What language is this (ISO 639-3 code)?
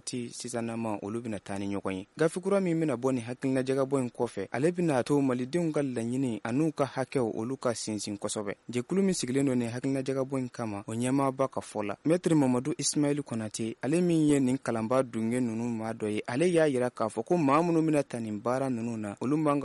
bam